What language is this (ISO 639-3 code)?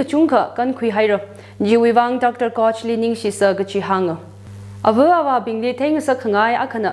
nmf